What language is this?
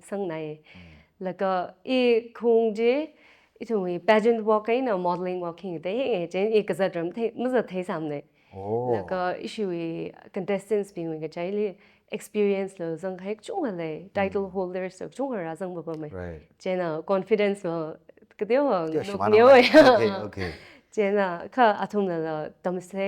Tangkhul Naga (India)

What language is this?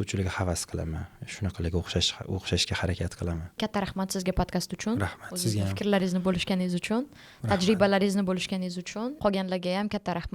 Uzbek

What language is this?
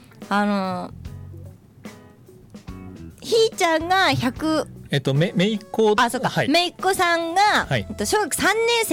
Japanese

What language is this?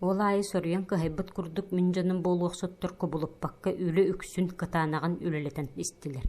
Yakut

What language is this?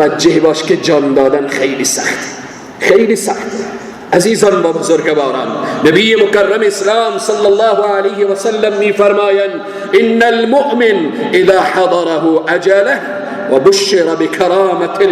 Persian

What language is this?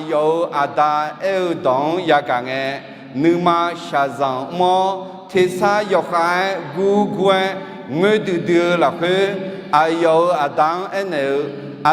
Akha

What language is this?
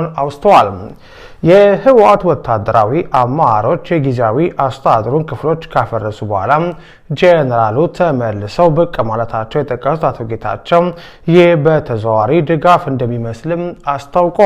Amharic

